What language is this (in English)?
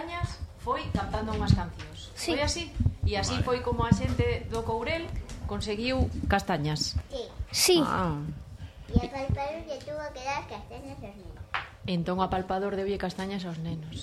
Galician